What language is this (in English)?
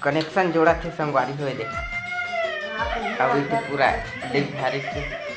Chhattisgarhi